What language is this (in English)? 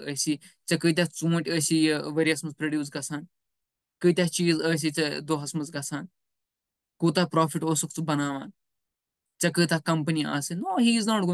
Kashmiri